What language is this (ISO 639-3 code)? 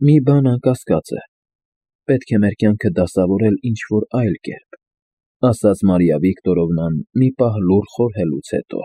hye